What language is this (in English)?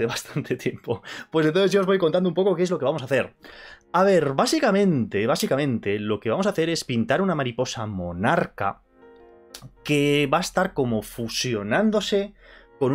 Spanish